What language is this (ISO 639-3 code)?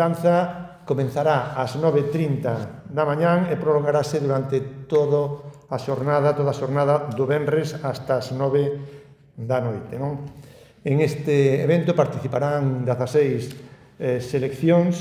glg